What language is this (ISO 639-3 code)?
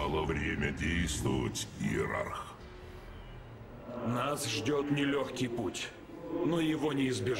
rus